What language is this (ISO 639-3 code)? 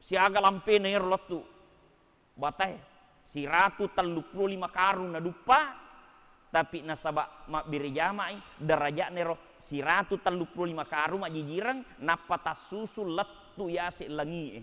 bug